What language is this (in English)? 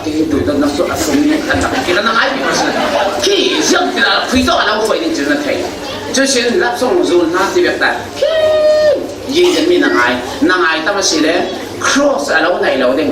Falam Chin